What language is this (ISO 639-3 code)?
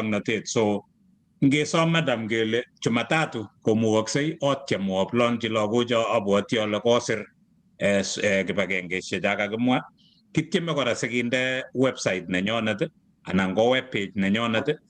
kln